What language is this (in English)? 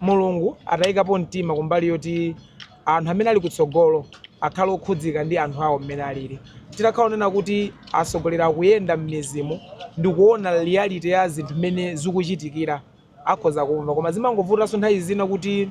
Nyanja